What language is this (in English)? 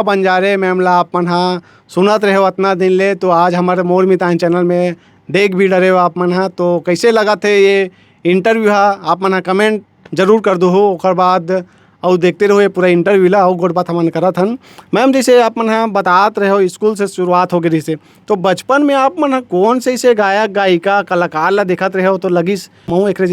Chhattisgarhi